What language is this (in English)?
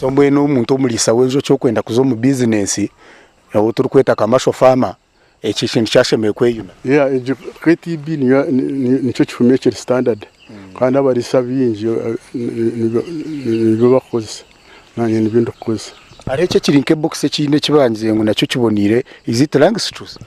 Nyankole